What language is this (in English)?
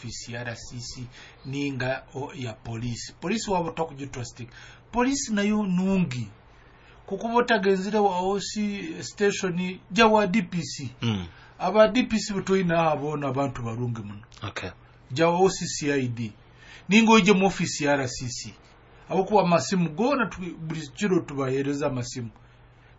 Nyoro